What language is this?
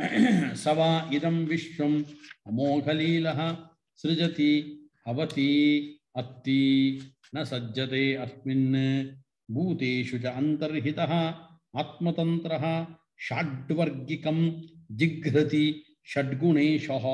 Sanskrit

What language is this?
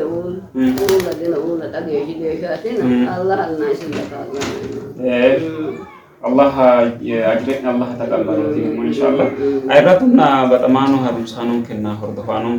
Sidamo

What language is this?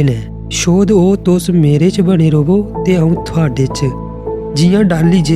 Dogri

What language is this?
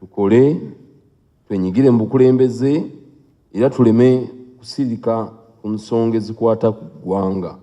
Ganda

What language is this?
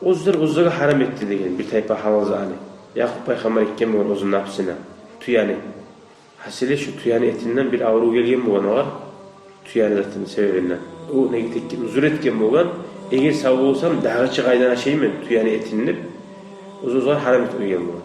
Kumyk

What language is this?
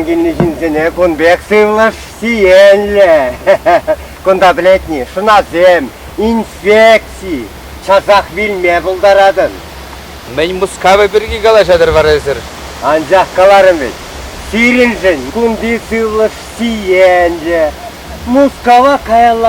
Chuvash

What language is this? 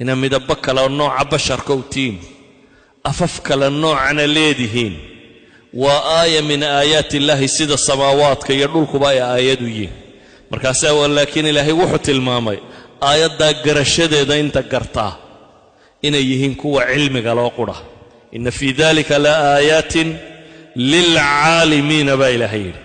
Somali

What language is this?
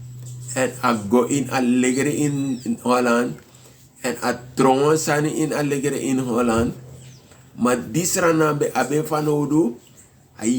Sranan Tongo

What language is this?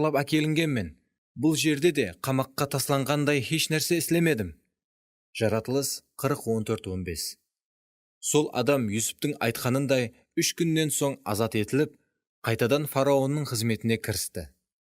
Kara-Kalpak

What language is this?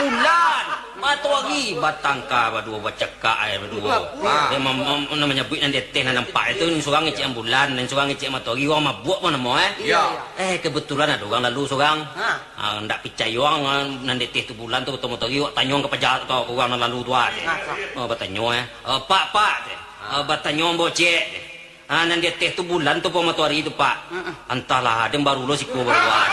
Minangkabau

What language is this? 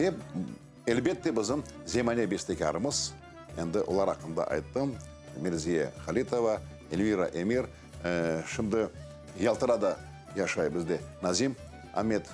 Crimean Tatar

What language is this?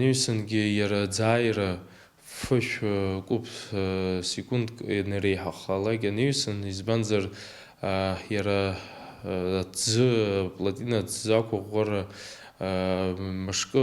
Abkhazian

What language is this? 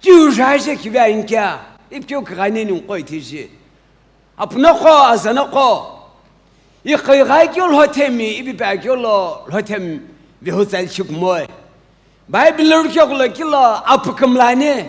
Sumi Naga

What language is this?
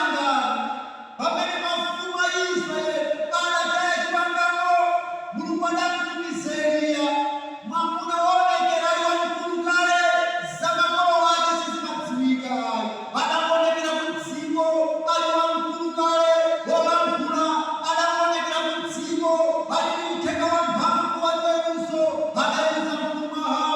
Nyanja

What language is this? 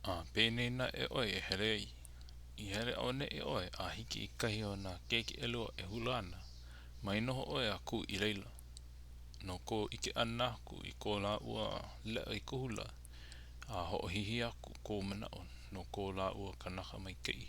Hawaiian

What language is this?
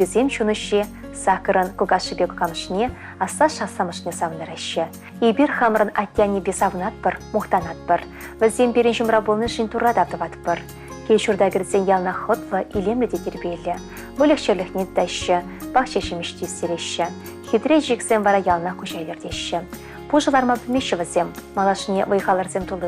Chuvash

